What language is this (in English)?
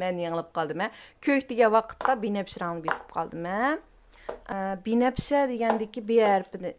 Uyghur